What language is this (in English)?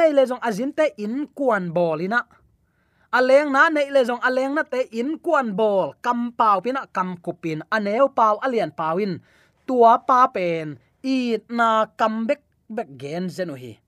Tedim Chin